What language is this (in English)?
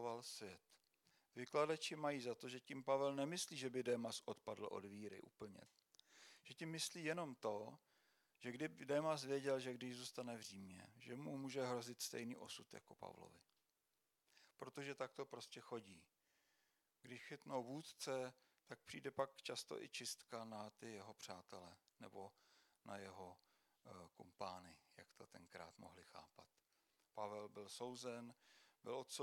Czech